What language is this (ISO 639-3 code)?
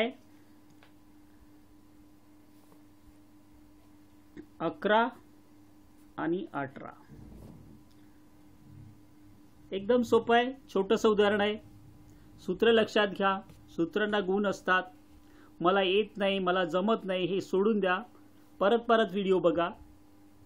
mar